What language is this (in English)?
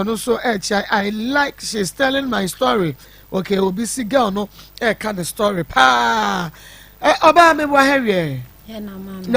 Akan